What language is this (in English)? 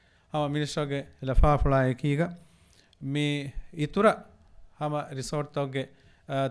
Divehi